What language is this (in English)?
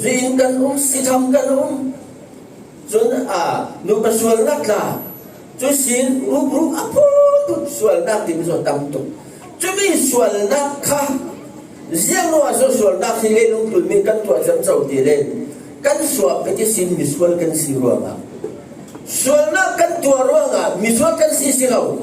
Falam Chin